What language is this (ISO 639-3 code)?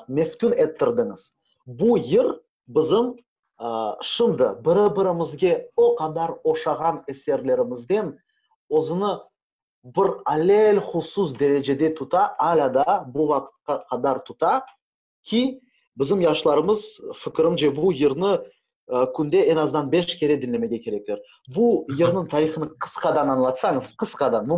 crh